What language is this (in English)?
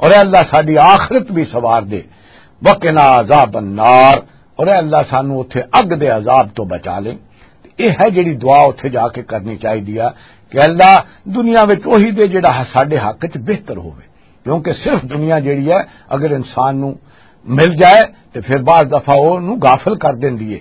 Western Panjabi